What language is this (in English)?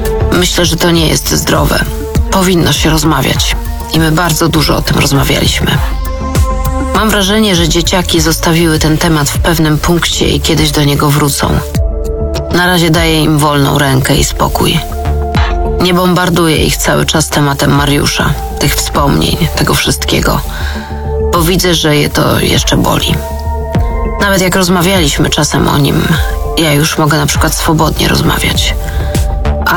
Polish